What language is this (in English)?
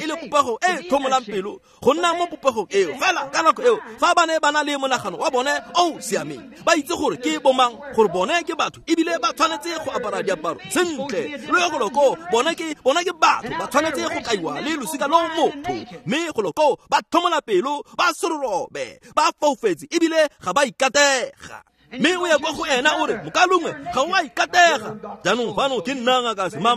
Tswana